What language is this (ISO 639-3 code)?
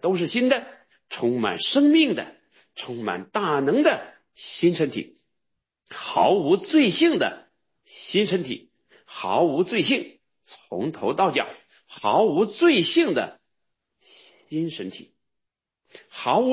zho